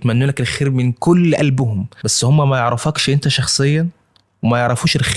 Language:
Egyptian Arabic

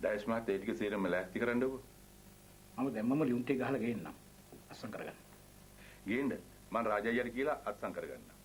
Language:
Sinhala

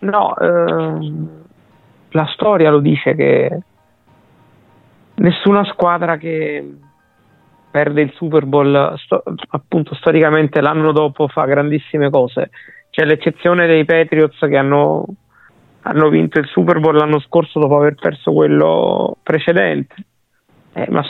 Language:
Italian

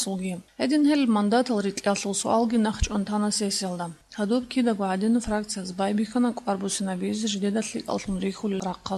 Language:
Avaric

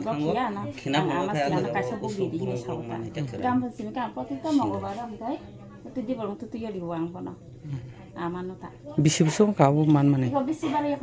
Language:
Kok Borok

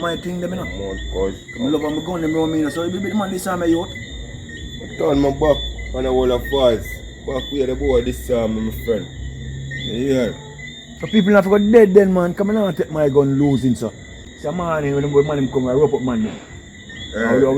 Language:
Jamaican Creole English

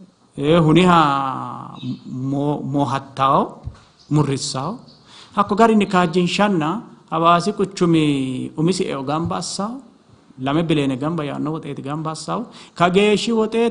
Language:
Sidamo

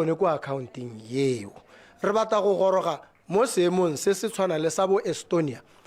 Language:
Tswana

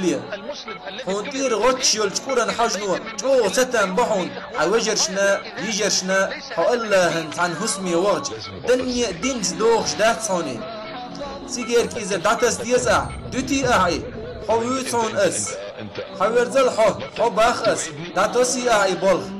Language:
Chechen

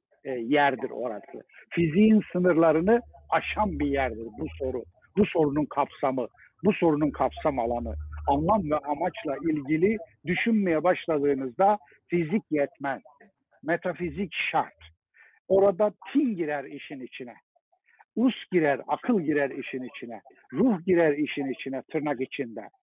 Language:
Turkish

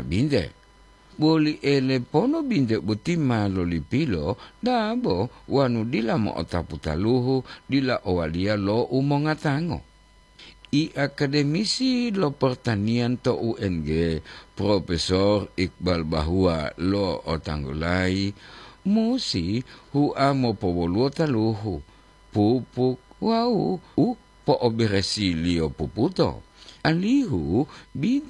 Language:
Gorontalo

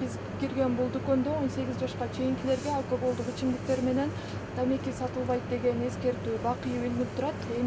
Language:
Kyrgyz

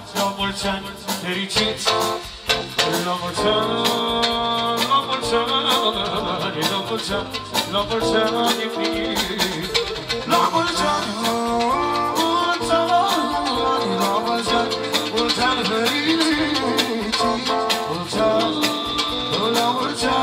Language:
Romanian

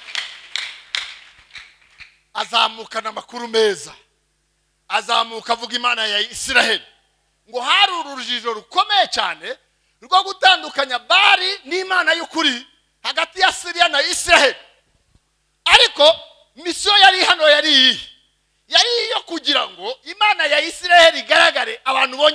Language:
Kinyarwanda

